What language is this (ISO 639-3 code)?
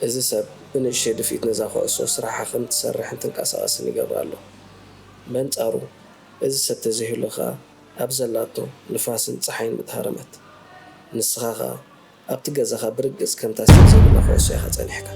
tir